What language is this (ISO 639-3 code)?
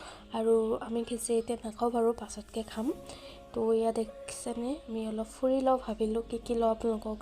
asm